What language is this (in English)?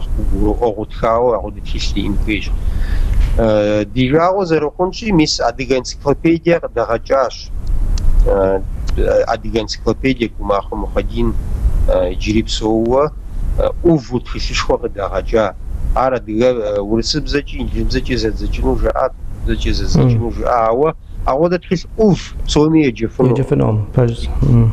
Kabardian